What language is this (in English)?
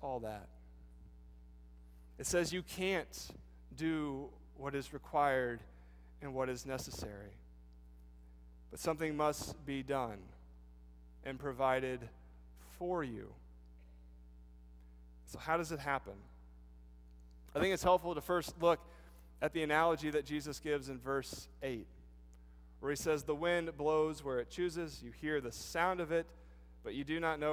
English